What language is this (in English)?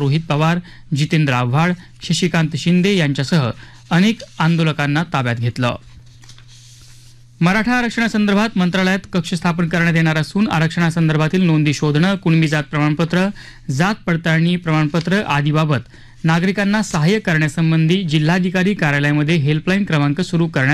Marathi